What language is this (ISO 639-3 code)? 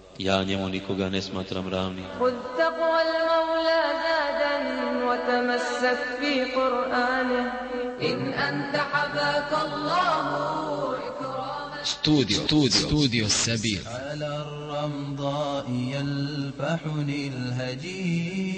bos